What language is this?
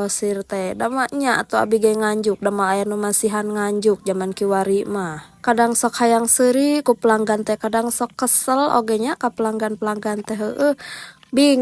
Sundanese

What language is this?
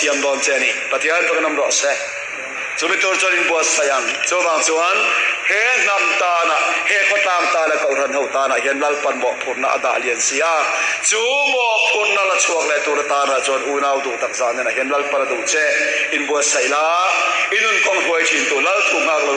Mizo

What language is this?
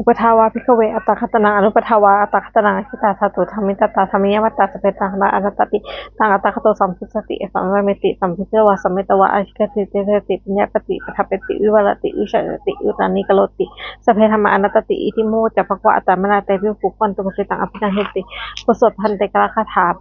Pali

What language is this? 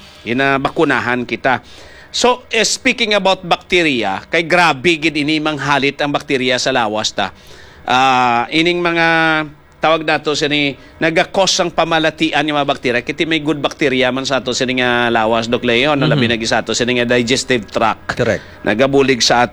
Hiligaynon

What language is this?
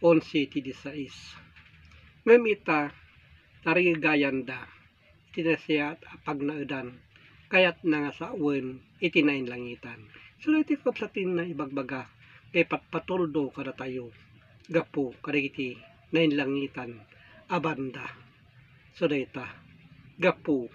Iloko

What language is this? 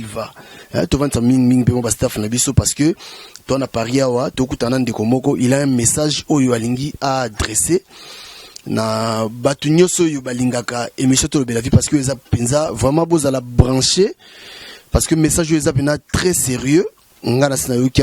Lingala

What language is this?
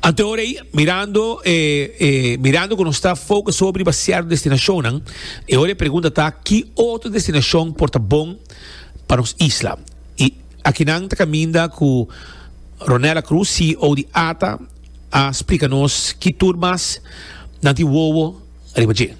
Papiamento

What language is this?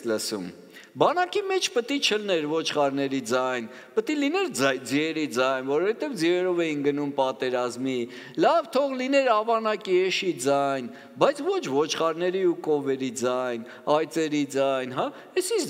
Armenian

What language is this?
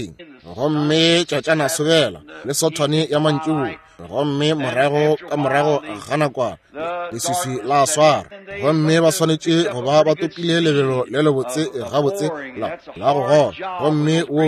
Northern Sotho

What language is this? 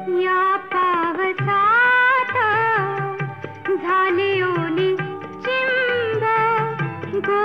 Marathi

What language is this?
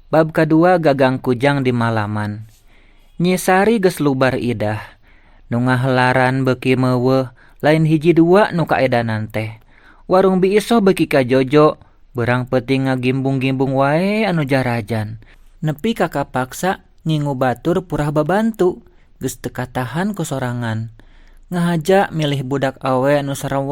Sundanese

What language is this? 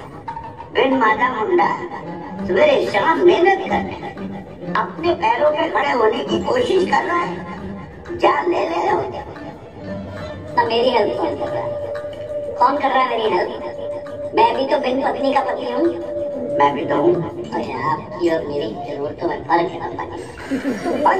Hindi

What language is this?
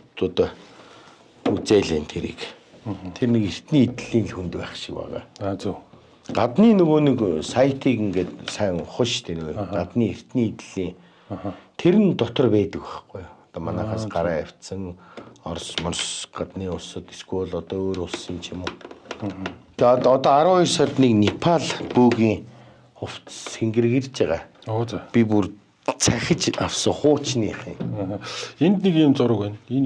Mongolian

